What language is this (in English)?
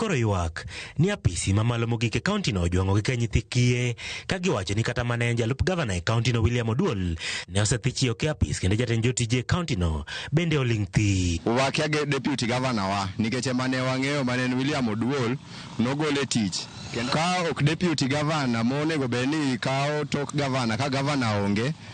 Luo (Kenya and Tanzania)